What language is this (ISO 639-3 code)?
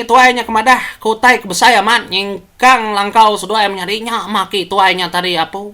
iba